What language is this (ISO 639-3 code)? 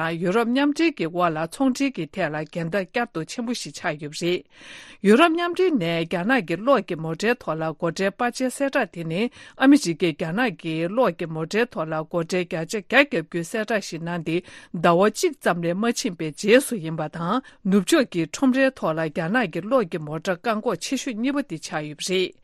bod